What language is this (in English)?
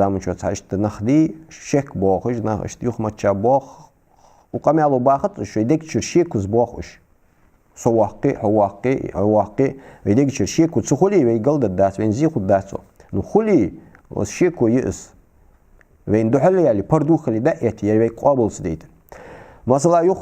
Ingush